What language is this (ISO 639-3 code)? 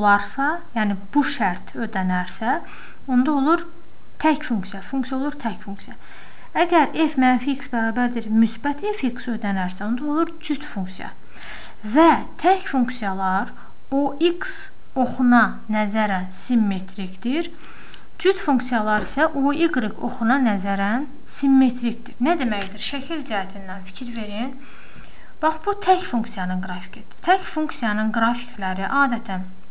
aze